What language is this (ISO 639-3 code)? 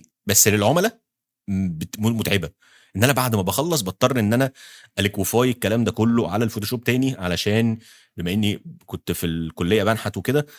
arz